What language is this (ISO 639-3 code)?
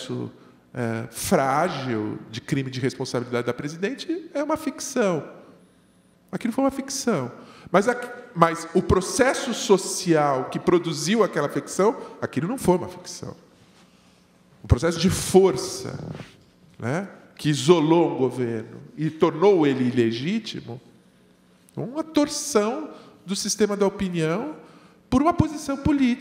por